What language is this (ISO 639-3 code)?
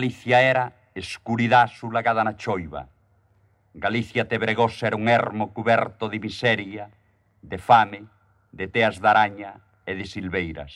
glg